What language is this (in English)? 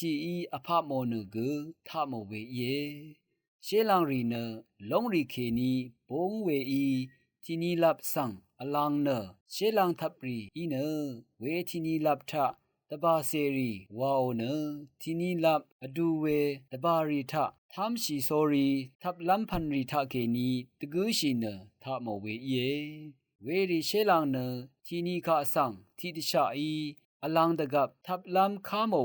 Rawang